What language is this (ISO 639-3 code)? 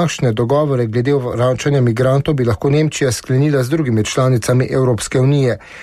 slv